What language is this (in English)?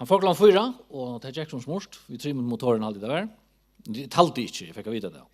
Faroese